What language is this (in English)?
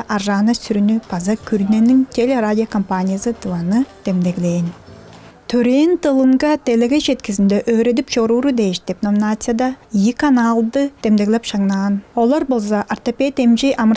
Tuvinian